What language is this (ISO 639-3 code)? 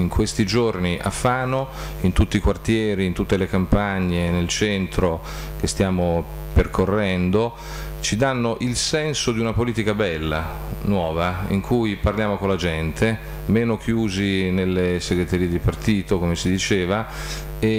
ita